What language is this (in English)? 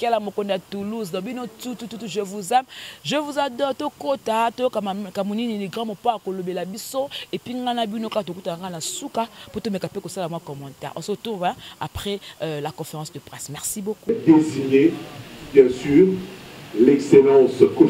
Lingala